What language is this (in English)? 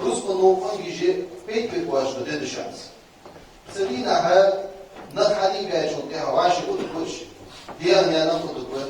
Ingush